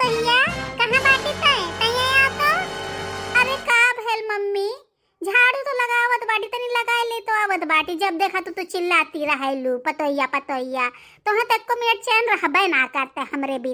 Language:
Bhojpuri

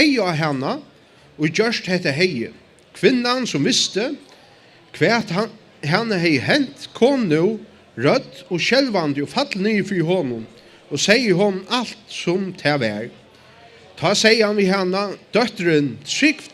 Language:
Faroese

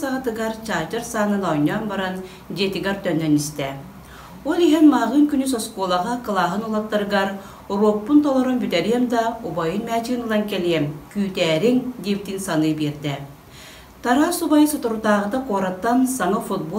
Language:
Yakut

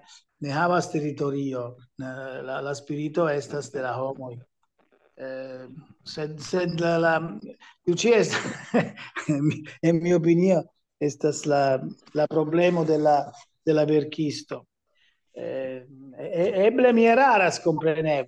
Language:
Esperanto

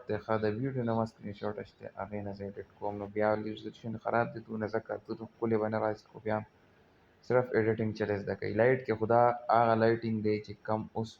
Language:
Pashto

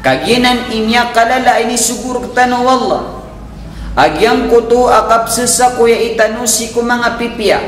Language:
Maranao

